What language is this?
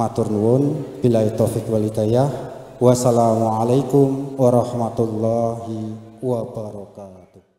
Javanese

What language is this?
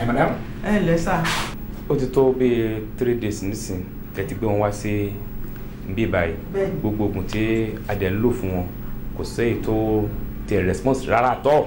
Yoruba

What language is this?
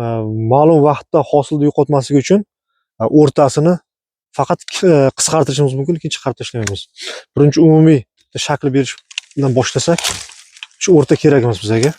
Uzbek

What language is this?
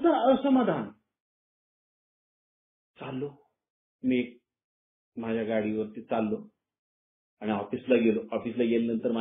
Marathi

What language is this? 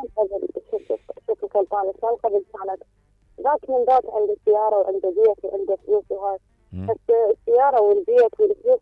Mesopotamian Arabic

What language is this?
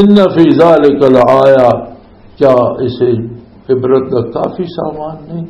Western Panjabi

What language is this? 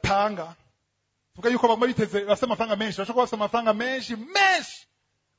Rundi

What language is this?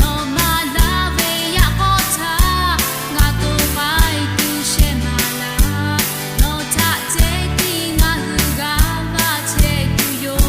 Lahu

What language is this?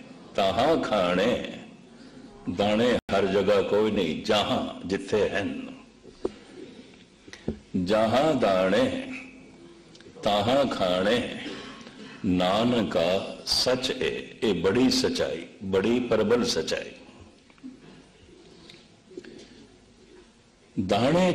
Punjabi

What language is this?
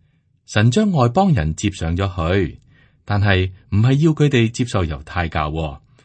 Cantonese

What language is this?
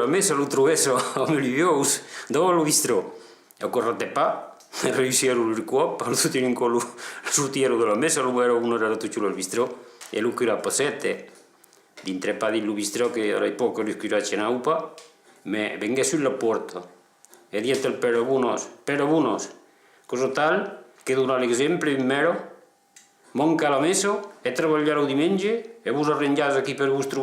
Occitan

